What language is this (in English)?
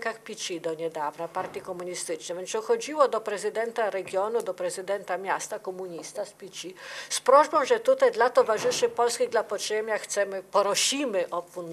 Polish